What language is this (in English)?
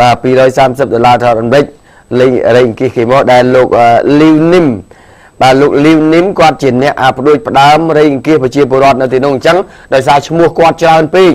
Khmer